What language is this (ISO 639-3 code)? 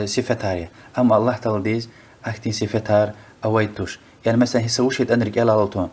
lez